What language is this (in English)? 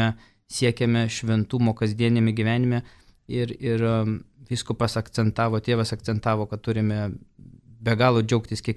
Lithuanian